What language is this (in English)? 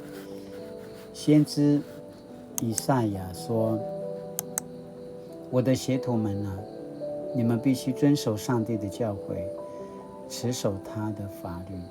Paiwan